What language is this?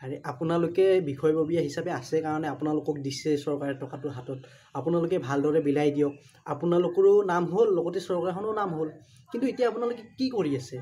Assamese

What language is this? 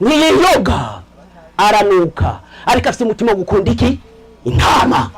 Rundi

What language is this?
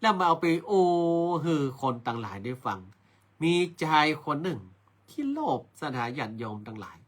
Northern Thai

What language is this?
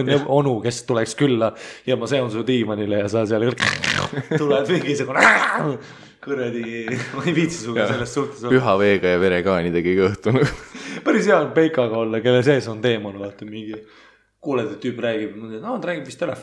Estonian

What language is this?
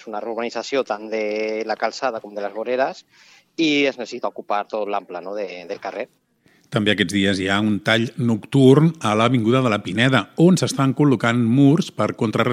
Catalan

